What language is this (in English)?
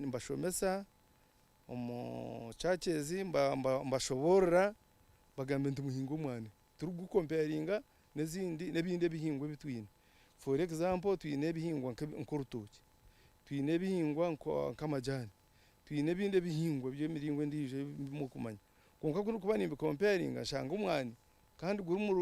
Nyankole